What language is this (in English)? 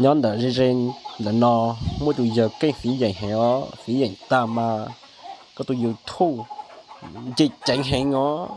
Hmong